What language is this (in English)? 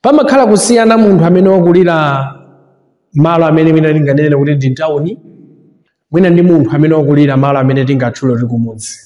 Nyanja